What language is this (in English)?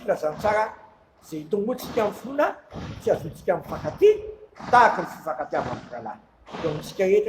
Malagasy